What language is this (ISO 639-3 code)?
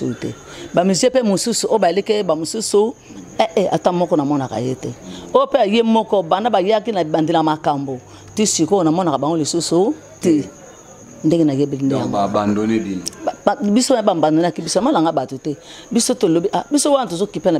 lin